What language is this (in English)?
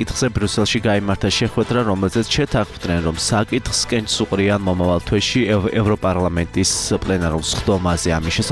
Georgian